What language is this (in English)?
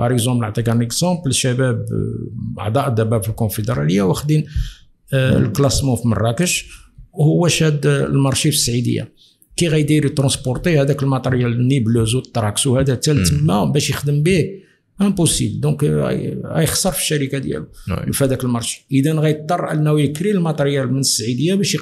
Moroccan Arabic